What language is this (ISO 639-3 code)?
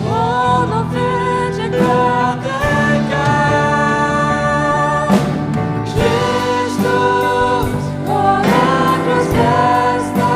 fao